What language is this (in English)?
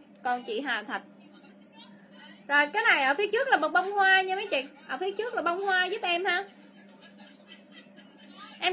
Vietnamese